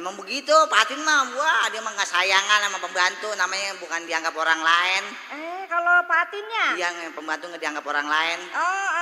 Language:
Betawi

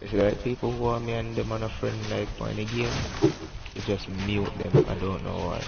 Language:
Jamaican Creole English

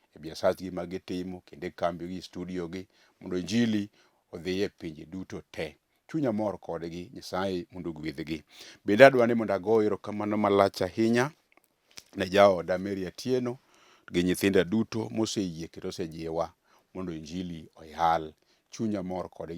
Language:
Luo (Kenya and Tanzania)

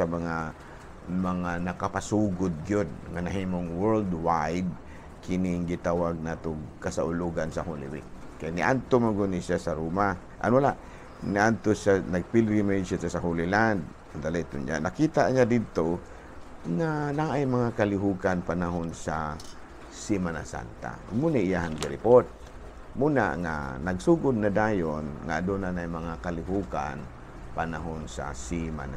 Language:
Cebuano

